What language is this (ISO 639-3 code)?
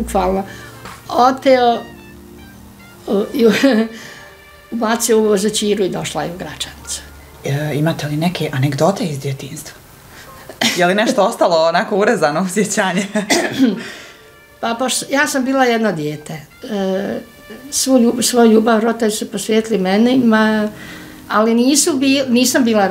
bos